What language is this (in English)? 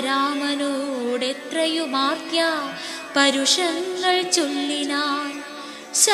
Malayalam